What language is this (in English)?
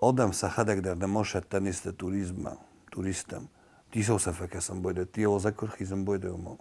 Ossetic